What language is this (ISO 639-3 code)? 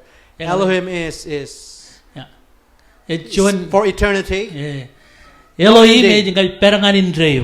mah